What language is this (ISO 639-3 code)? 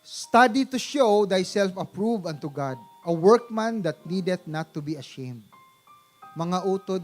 hil